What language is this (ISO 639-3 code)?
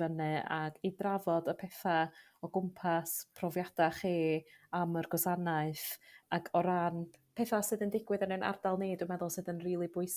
cym